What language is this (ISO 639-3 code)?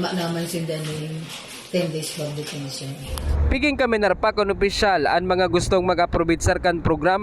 bik